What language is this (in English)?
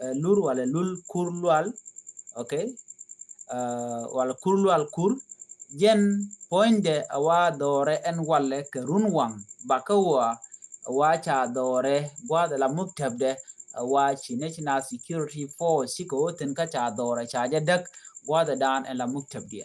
Nuer